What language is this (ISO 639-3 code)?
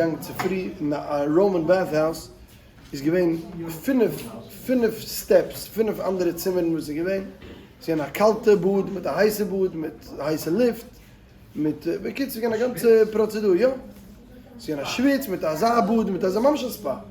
yid